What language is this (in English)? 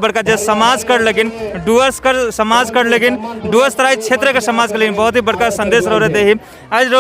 Sadri